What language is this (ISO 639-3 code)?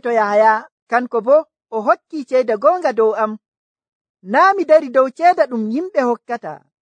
fuv